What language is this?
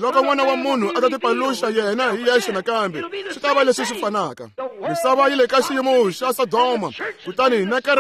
Tsonga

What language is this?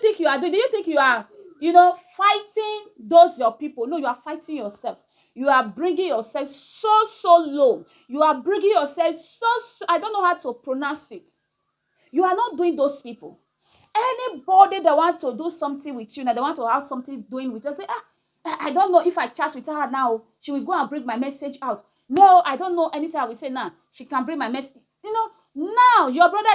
Nigerian Pidgin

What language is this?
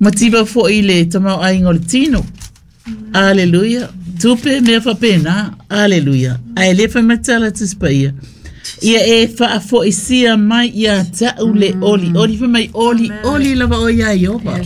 Samoan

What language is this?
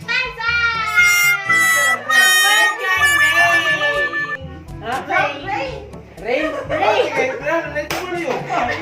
Cebuano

